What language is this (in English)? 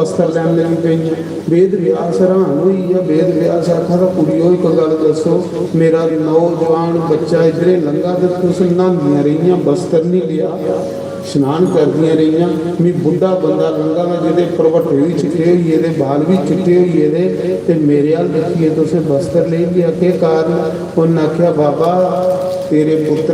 Dogri